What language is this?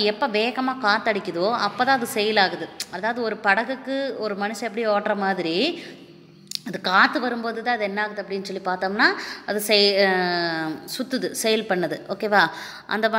Tamil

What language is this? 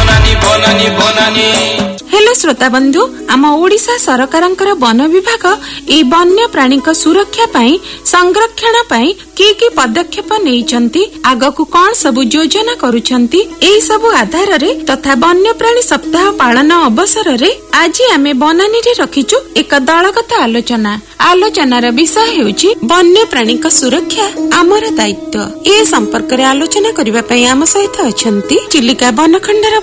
Odia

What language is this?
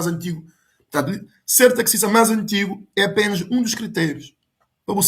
Kabuverdianu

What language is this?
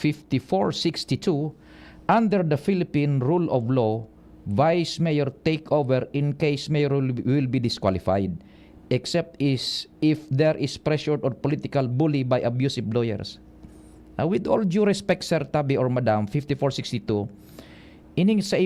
Bikol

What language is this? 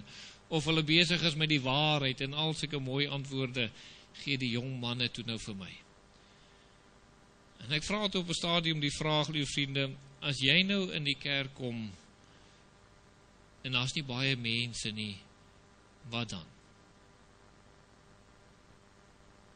Afrikaans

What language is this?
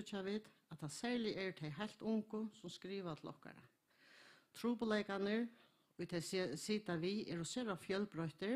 Faroese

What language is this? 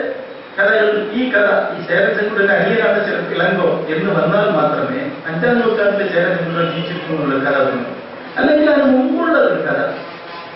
Malayalam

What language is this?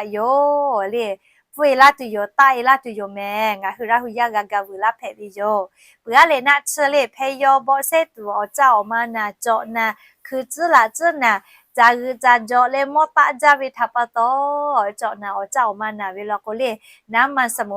Lahu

